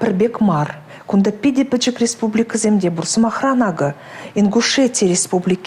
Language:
Chuvash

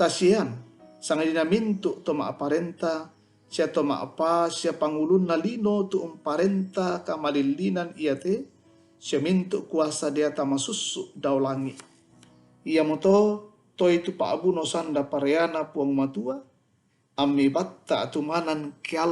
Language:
Toraja-Sa'dan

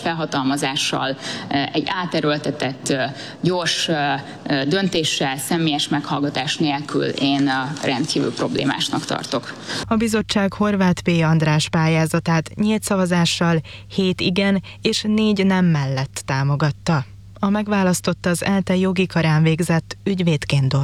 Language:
Hungarian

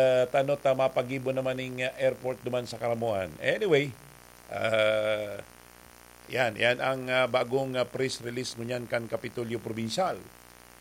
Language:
Bikol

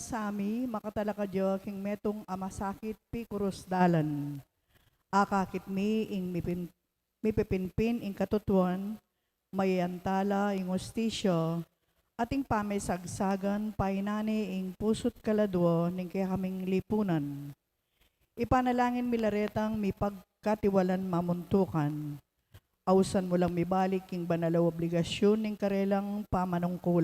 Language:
Pampanga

